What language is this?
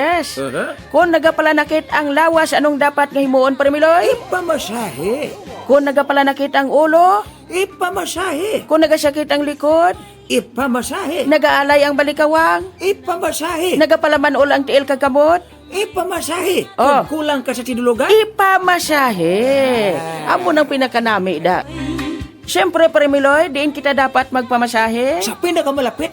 Hiligaynon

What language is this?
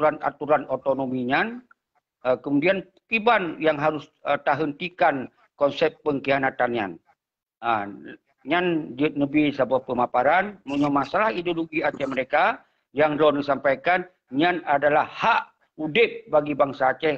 Achinese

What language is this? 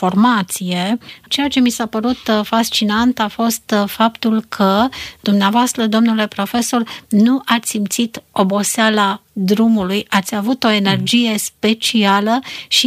Romanian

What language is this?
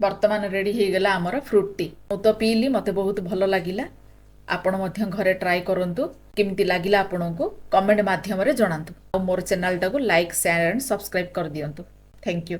Odia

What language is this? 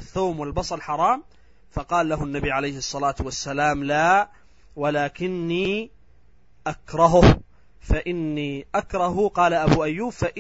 Arabic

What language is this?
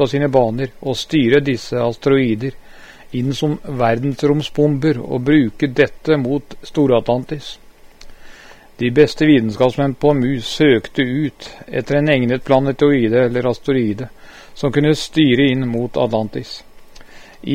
Norwegian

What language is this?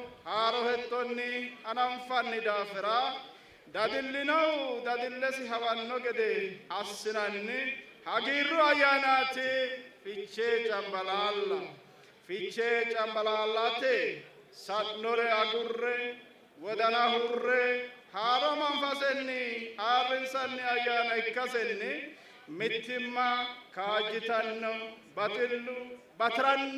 Sidamo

